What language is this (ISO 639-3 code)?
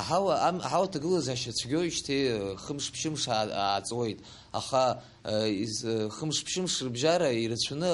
abk